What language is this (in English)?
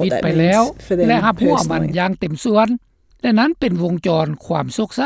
Lao